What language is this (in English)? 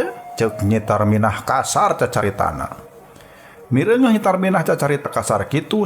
Sundanese